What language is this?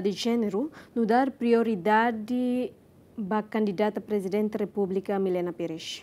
Tetum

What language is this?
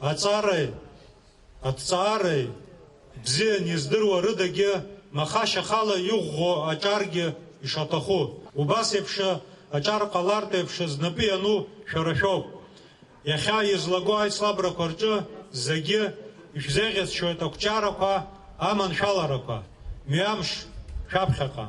Abkhazian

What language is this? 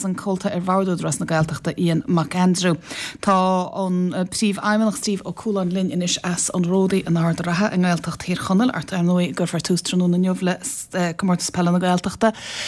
Irish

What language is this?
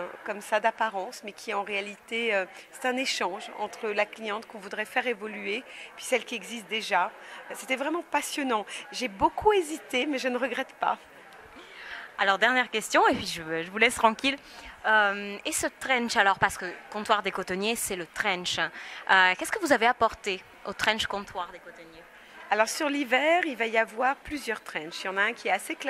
French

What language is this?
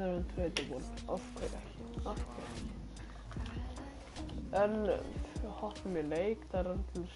Icelandic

